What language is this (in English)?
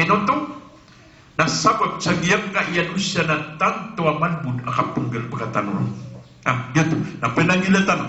Maranao